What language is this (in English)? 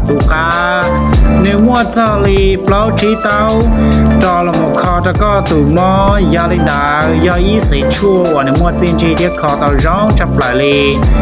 Hmong